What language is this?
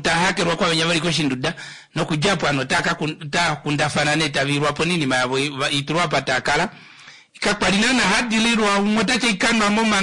Kuanyama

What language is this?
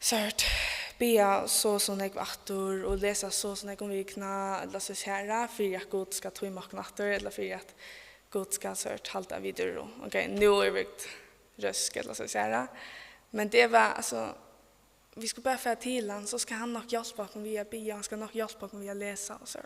Faroese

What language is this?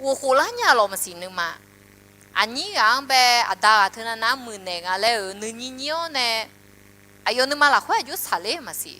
Akha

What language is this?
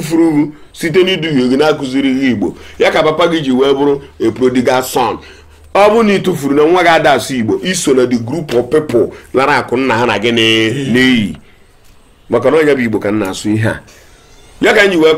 Igbo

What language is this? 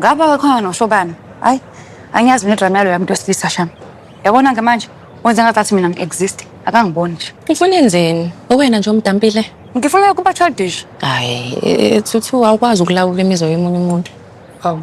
Zulu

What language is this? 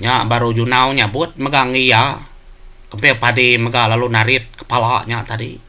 Iban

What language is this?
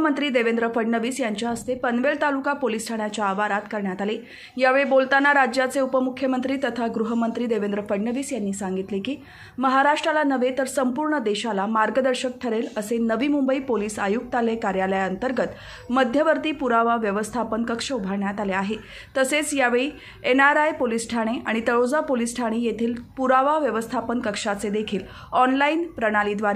Marathi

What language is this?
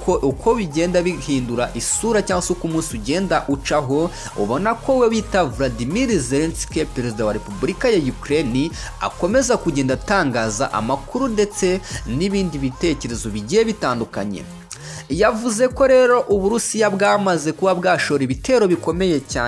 Kinyarwanda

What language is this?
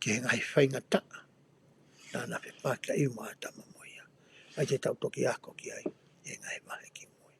Tongan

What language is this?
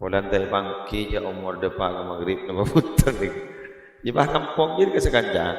Madurese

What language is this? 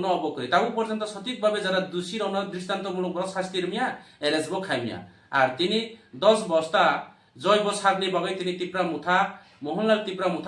Kok Borok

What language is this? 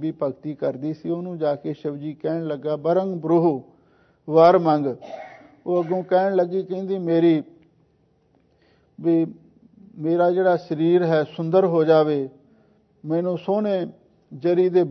Punjabi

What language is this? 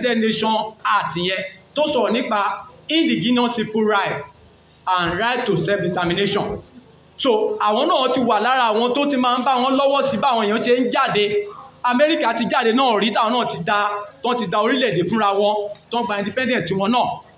Yoruba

